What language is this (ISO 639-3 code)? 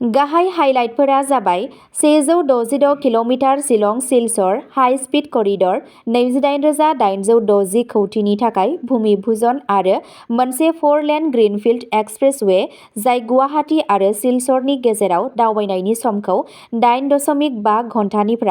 brx